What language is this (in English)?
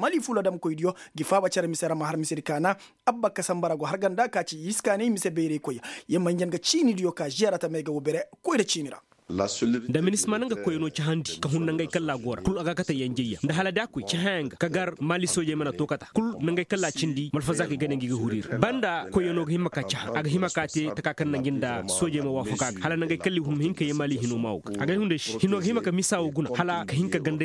Koyraboro Senni